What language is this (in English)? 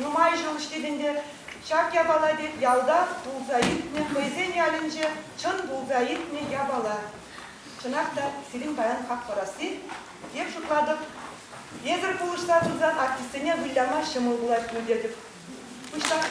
Chuvash